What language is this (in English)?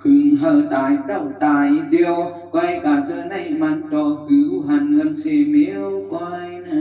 Shan